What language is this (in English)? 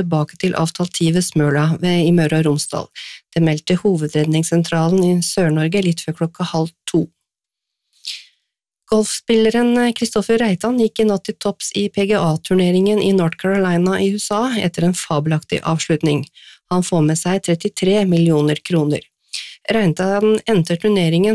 Norwegian